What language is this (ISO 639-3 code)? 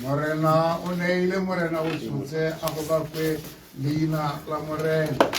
tsn